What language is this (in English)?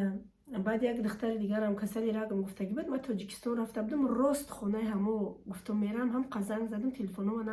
Tajik